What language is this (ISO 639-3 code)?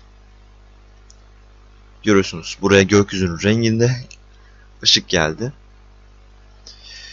tur